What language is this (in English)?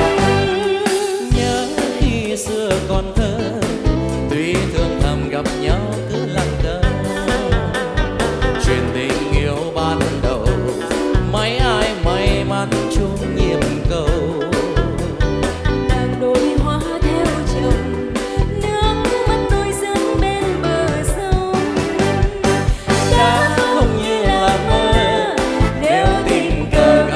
Vietnamese